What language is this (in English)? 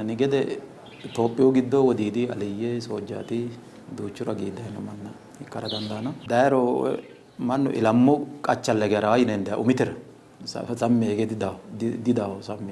Sidamo